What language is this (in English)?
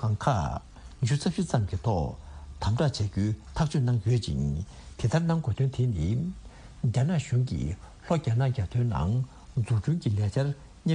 Tibetan